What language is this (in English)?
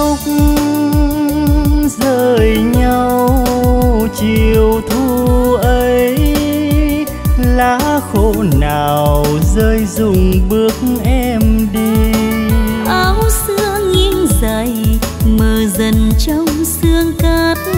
Vietnamese